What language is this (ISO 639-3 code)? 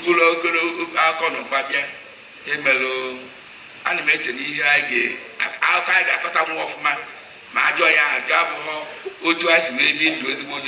ibo